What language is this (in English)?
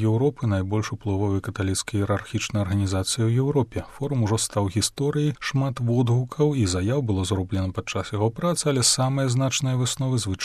Belarusian